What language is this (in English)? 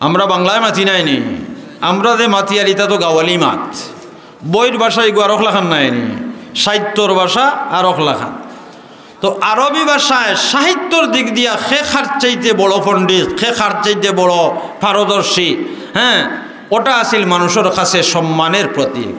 Sylheti